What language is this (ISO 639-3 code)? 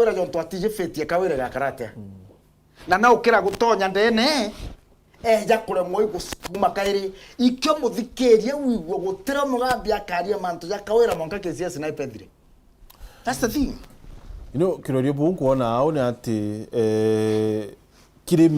mer